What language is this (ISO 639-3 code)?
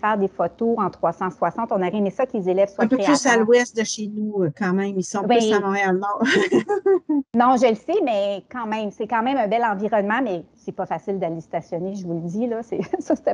fra